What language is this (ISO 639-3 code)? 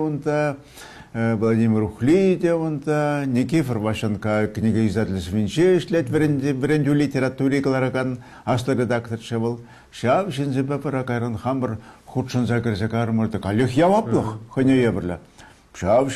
chv